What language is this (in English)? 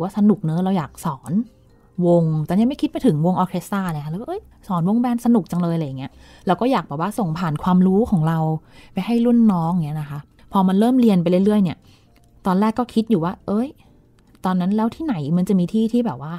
Thai